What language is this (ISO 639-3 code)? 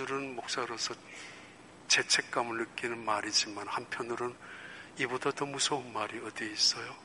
kor